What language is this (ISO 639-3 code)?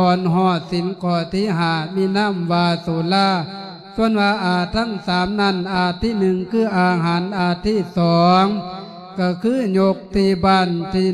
lao